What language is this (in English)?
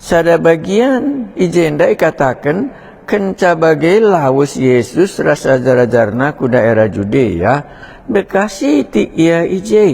Batak Karo